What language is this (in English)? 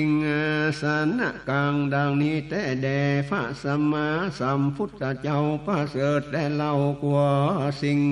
Northern Thai